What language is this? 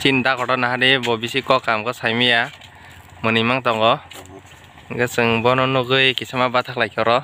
Kok Borok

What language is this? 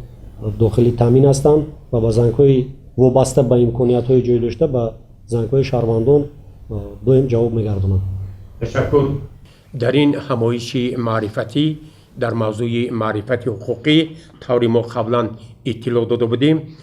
Tajik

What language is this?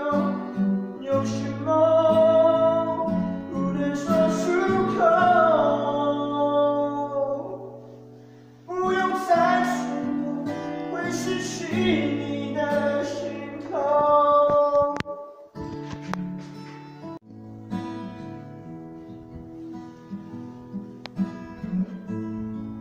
Chinese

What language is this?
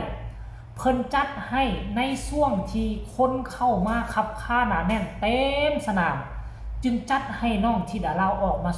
Lao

